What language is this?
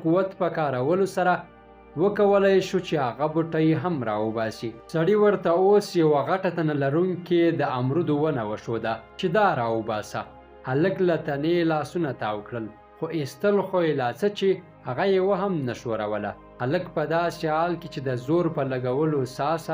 Pashto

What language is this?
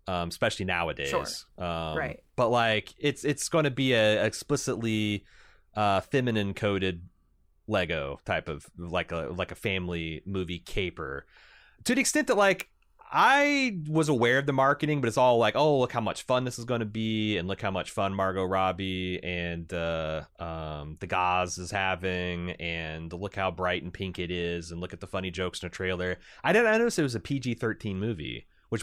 English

